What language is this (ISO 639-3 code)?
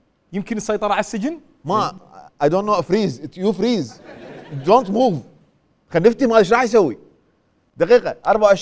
acm